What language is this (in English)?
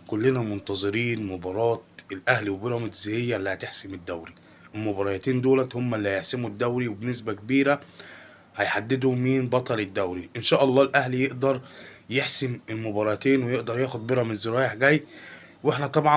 Egyptian Arabic